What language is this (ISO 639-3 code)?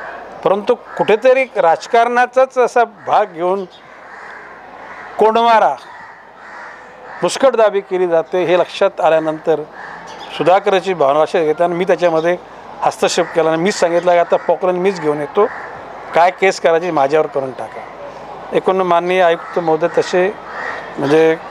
mar